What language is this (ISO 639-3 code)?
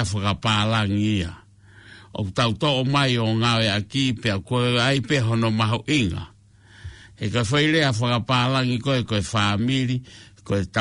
ton